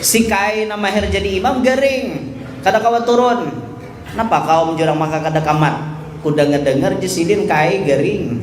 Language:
Banjar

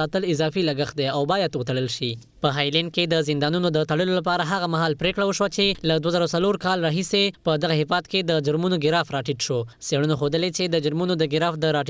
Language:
Pashto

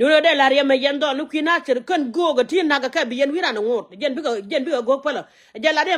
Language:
Nuer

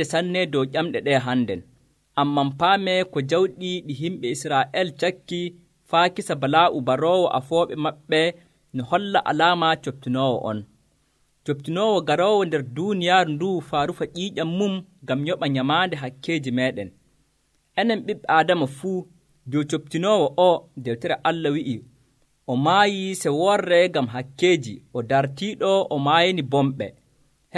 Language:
Nigerian Fulfulde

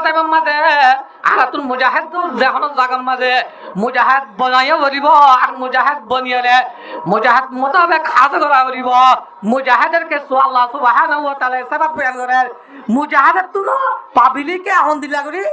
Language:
Rohingya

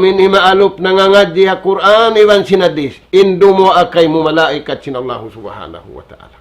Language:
Tausug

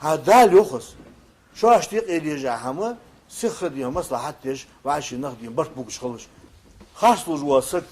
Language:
Ingush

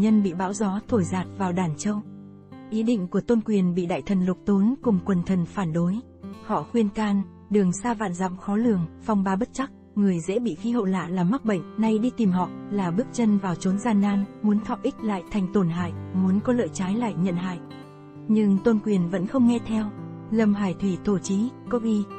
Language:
Vietnamese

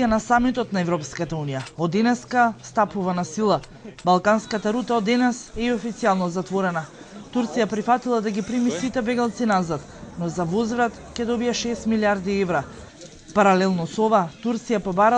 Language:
Macedonian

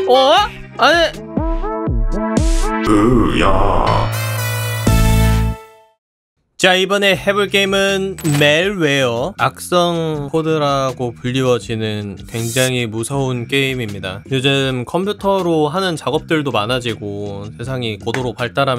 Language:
Korean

